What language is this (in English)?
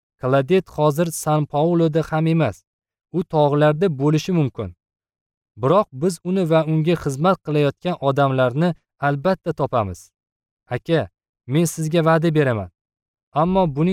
Uzbek